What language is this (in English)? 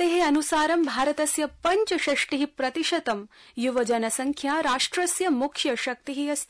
Sanskrit